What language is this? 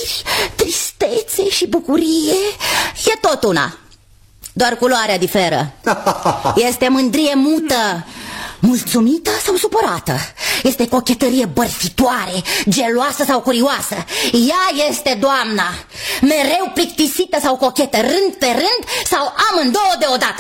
Romanian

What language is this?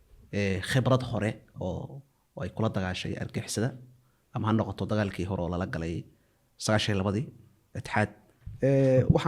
Somali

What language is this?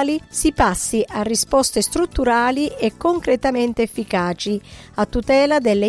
Italian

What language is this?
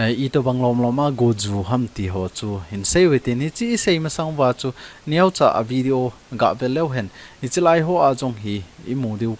Thado Chin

